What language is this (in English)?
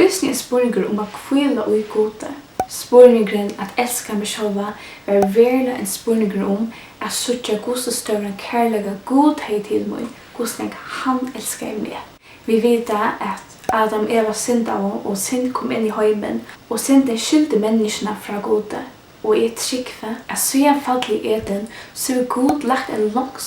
Faroese